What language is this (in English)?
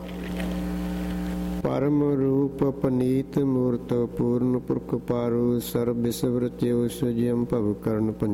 Punjabi